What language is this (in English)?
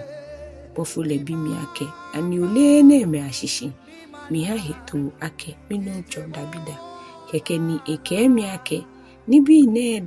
Ga